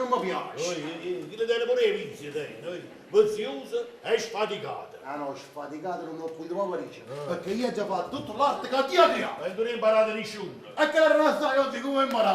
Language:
Neapolitan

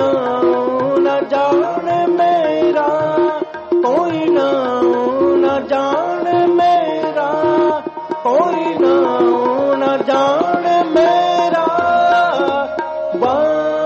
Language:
Punjabi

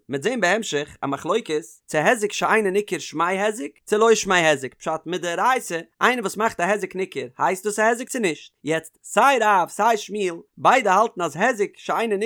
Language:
Yiddish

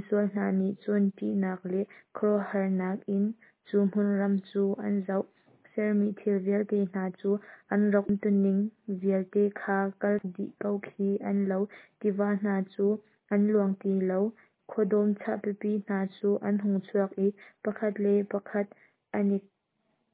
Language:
Hakha Chin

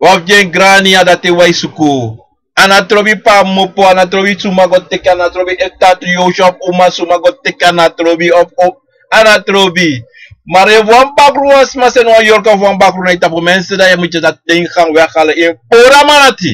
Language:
Sranan Tongo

